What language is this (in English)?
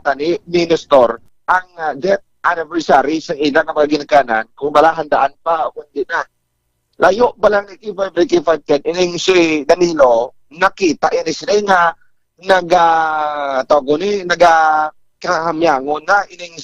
Hiligaynon